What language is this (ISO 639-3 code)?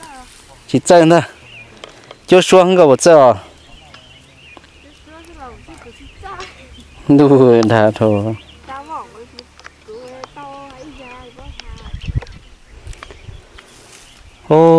vie